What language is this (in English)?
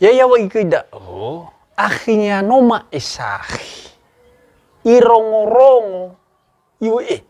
Nias